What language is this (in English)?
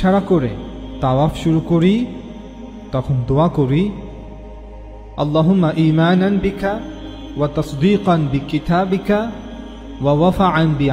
Bangla